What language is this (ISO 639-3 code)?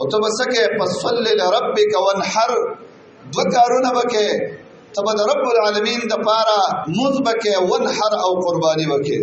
pus